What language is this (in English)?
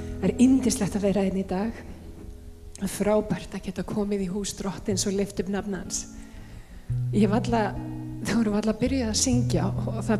Icelandic